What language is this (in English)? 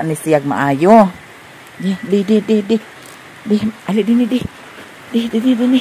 Cebuano